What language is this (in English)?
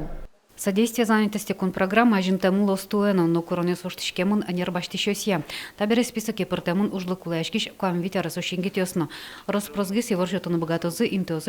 Udmurt